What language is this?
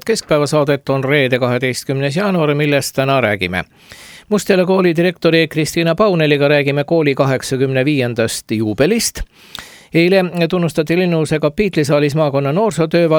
Estonian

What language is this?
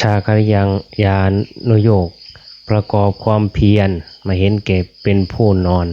Lao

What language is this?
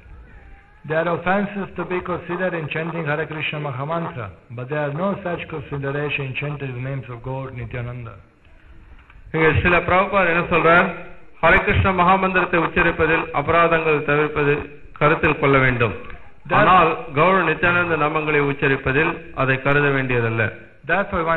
Tamil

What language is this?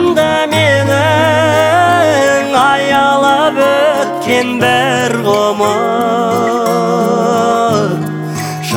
Kazakh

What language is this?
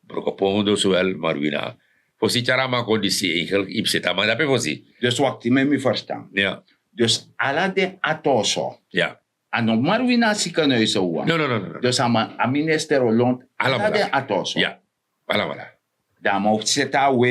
Sranan Tongo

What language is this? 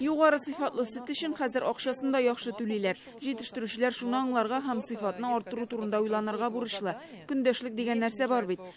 Tatar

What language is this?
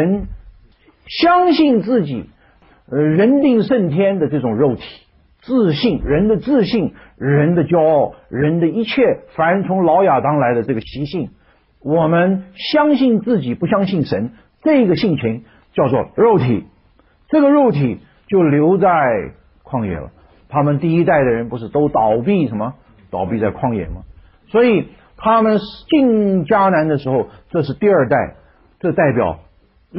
Chinese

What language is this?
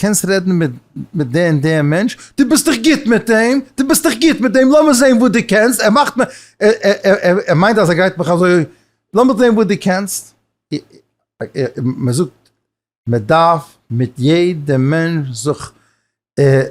Yiddish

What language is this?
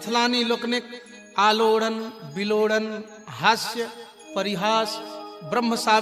Maithili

